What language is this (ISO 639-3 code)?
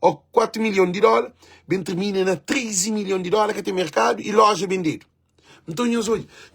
kea